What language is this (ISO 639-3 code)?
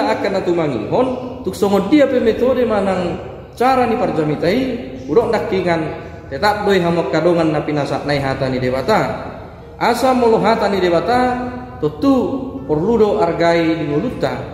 bbc